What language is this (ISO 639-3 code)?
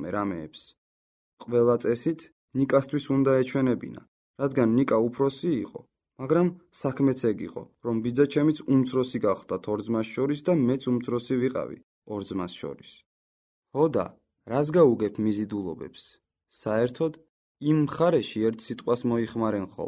kat